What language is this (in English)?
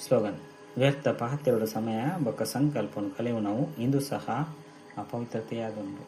Tulu